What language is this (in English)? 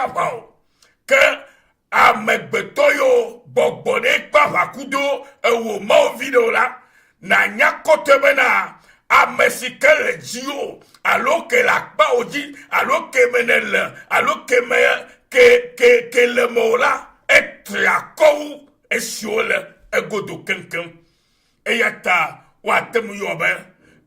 Ewe